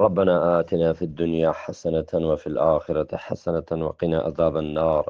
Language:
Eastern Balochi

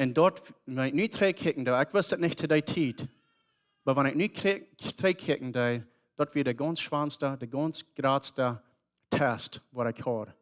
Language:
Plautdietsch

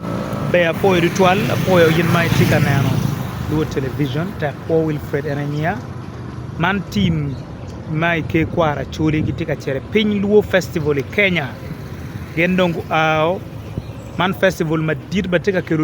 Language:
Acoli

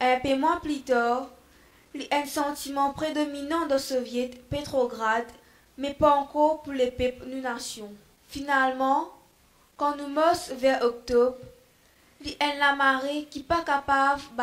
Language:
Morisyen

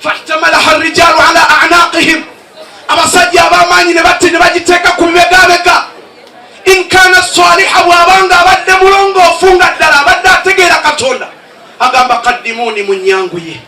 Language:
Ganda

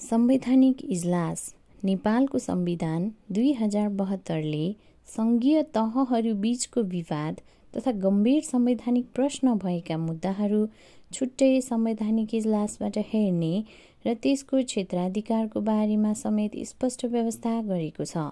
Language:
Nepali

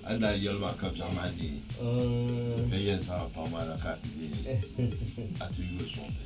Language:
Dagbani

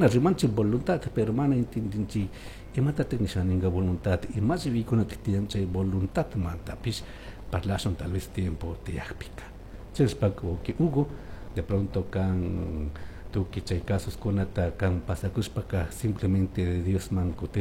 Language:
Chimborazo Highland Quichua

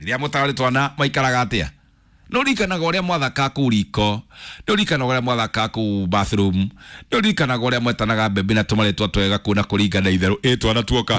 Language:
Kikuyu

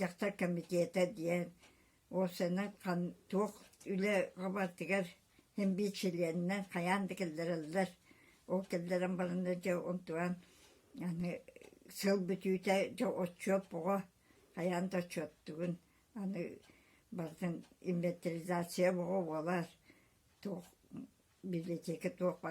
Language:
Yakut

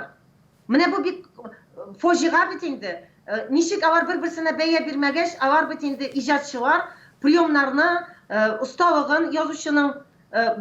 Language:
Tatar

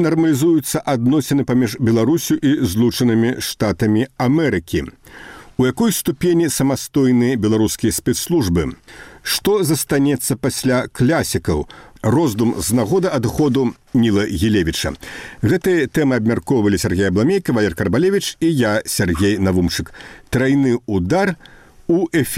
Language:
Belarusian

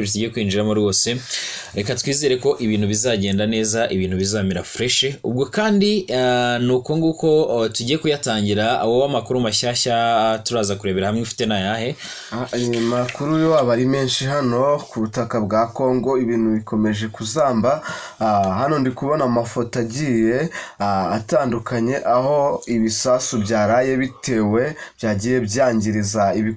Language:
Kinyarwanda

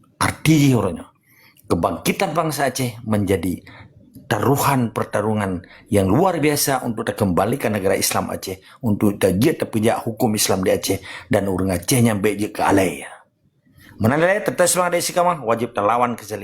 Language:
Achinese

